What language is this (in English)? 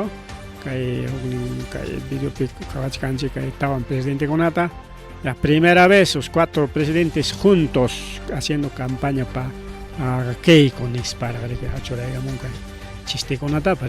Ayacucho Quechua